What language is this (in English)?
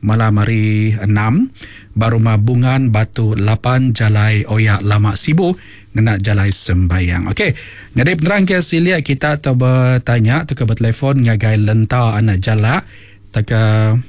Iban